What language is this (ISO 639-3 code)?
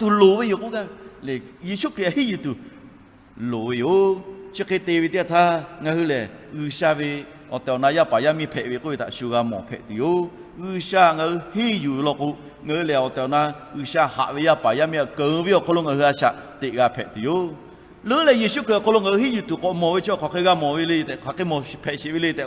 lhu